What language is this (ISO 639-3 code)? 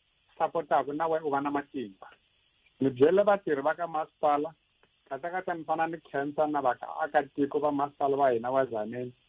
tso